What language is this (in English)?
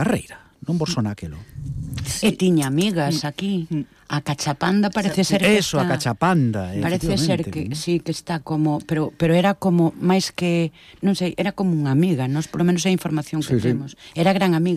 Galician